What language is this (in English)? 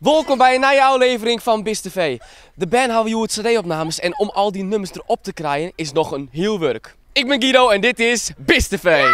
Western Frisian